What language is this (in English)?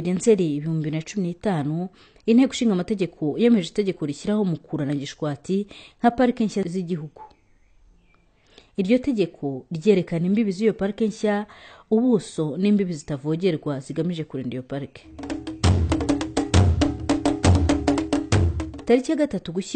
Kinyarwanda